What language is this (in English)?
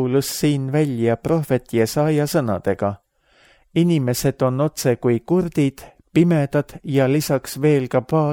Estonian